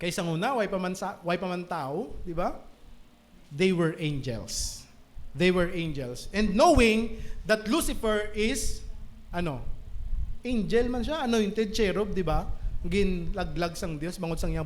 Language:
Hiligaynon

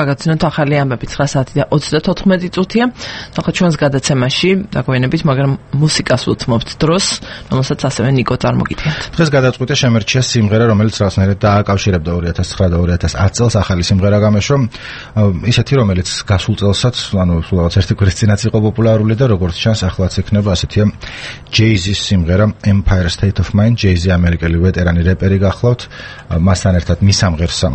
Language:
Georgian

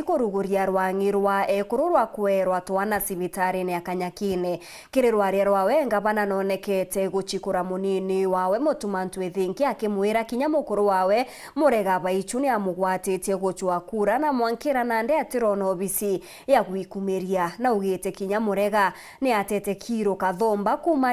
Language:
Meru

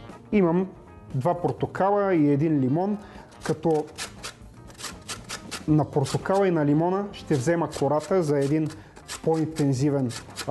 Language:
Bulgarian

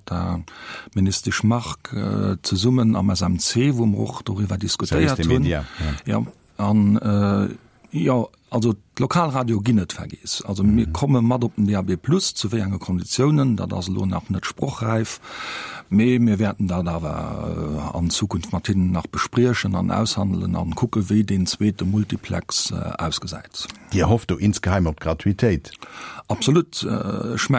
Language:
Luxembourgish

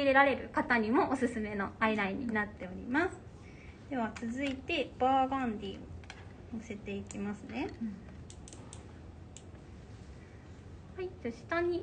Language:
Japanese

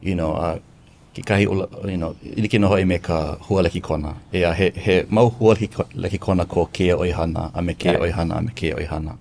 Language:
Hawaiian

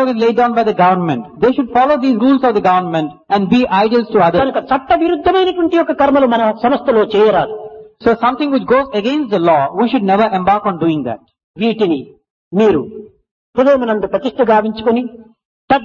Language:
Telugu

